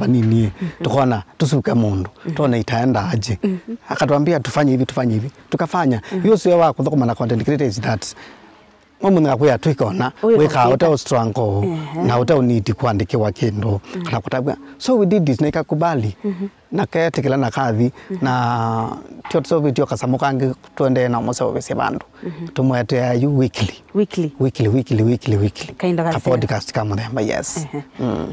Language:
Kamba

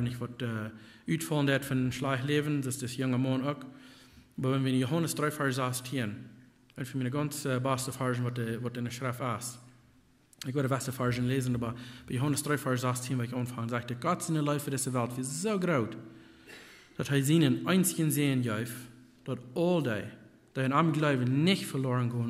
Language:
Plautdietsch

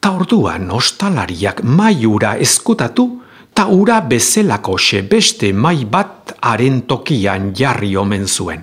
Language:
Basque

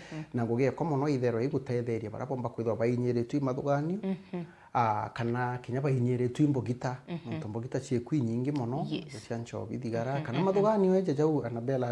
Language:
Meru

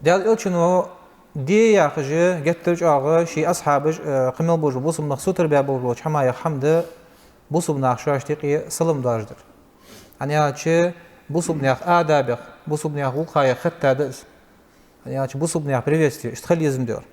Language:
Ingush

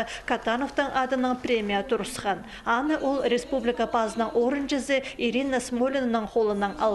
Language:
Khakas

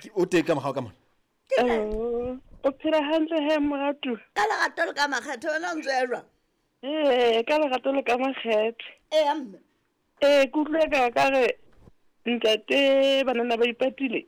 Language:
Southern Sotho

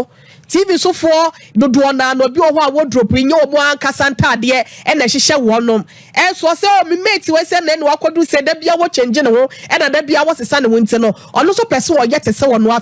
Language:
Akan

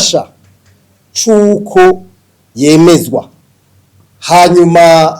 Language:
Rundi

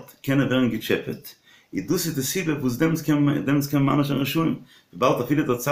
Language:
Yiddish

